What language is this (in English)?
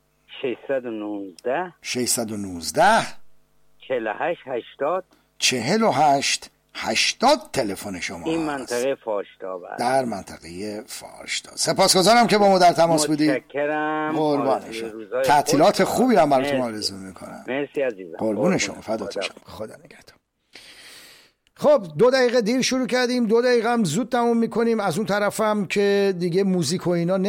Persian